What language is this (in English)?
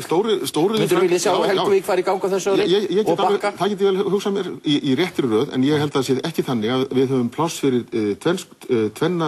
Icelandic